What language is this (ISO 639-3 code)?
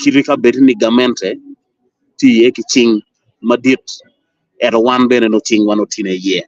ach